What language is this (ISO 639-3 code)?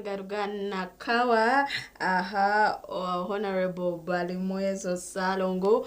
nyn